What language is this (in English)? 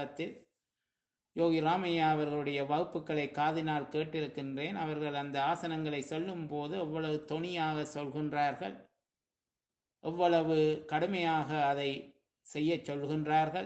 Tamil